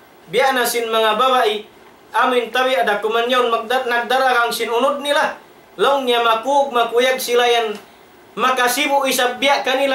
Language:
Tausug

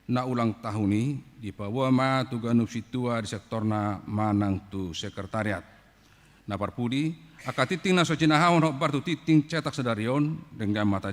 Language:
Batak Toba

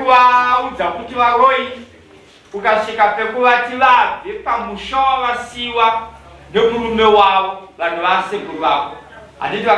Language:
Shona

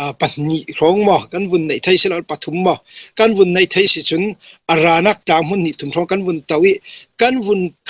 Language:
Falam Chin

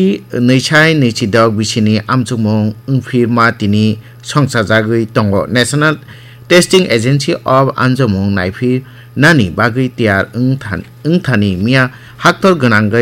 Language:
Kok Borok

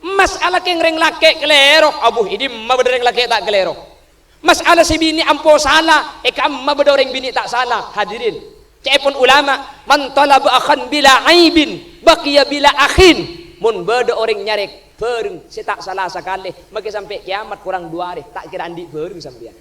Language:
Madurese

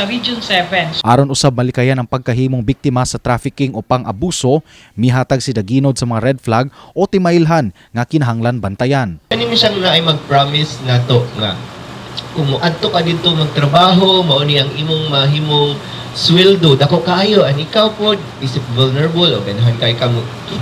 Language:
Cebuano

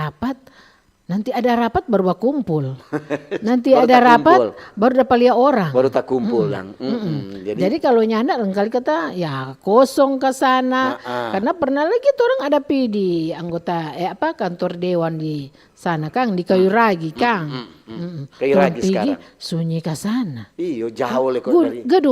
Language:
Manado Malay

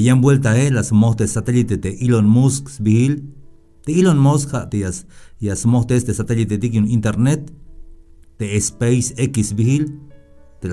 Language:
Tzeltal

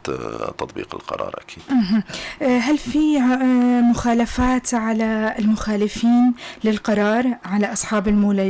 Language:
North Levantine Arabic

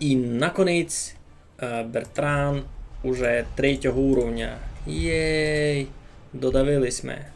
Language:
Rusyn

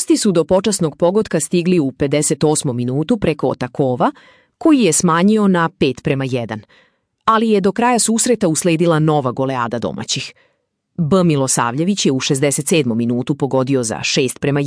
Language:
Serbian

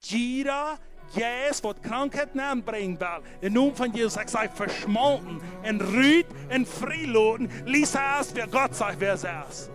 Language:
Plautdietsch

